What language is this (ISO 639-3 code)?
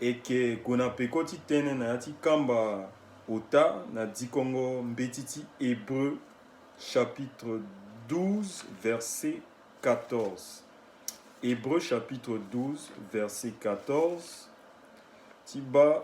sag